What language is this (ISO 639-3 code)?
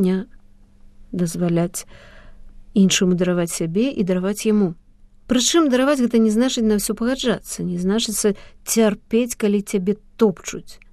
bel